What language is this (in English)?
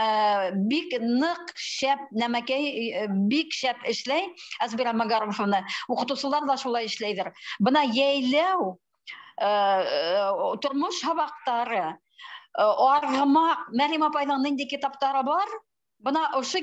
Bashkir